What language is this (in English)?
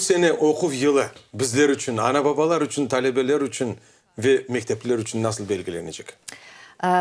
Crimean Tatar